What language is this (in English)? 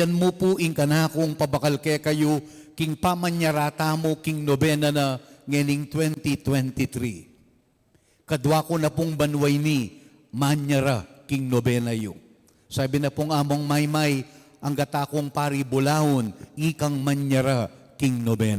Pampanga